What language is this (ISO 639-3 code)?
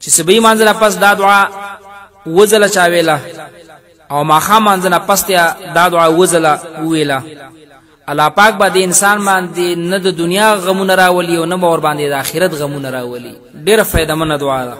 pus